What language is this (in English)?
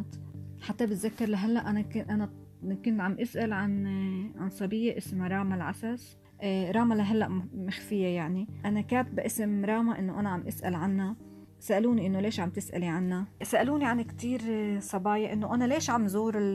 North Levantine Arabic